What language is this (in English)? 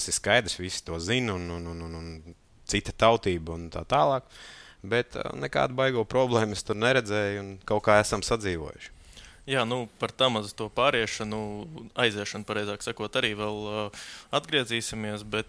Latvian